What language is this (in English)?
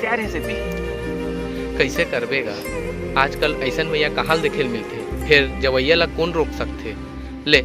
Chhattisgarhi